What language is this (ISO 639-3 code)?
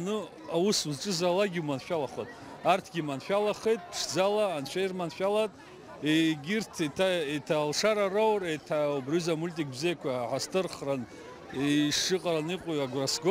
abk